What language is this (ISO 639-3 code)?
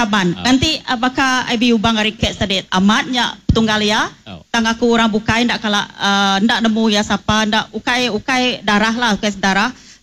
iba